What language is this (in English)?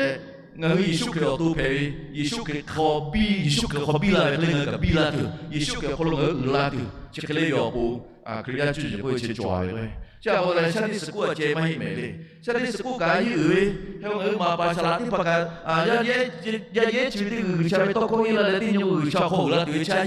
Lahu